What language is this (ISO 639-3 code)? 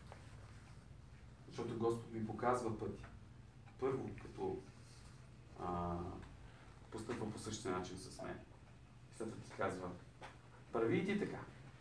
bul